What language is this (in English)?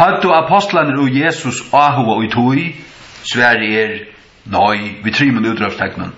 Faroese